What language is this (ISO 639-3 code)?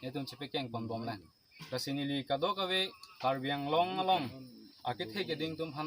mjw